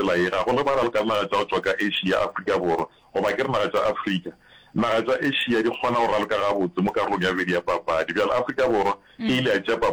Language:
Northern Sotho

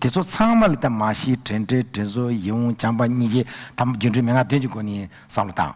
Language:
Tibetan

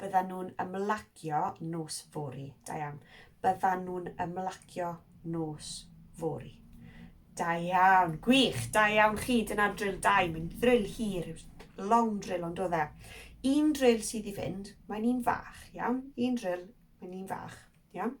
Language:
Welsh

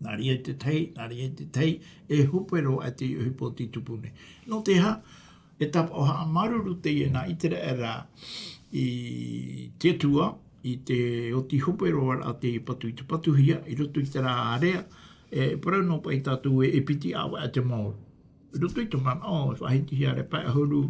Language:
Tahitian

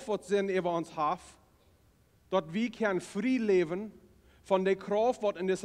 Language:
Plautdietsch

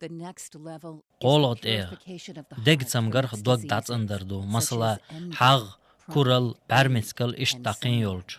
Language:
Chechen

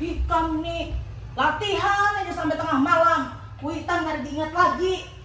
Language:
Banjar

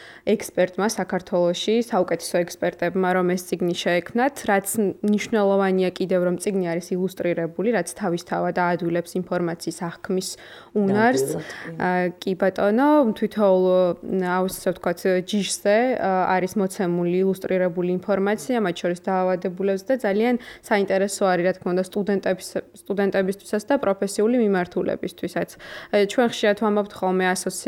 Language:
Georgian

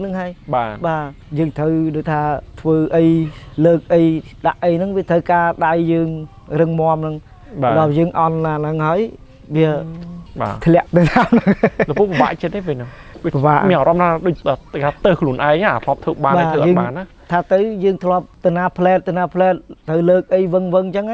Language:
Khmer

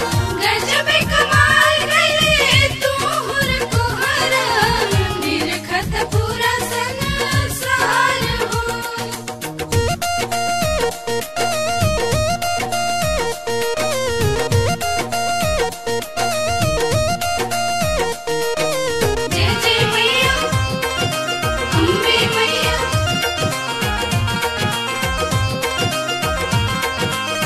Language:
Bhojpuri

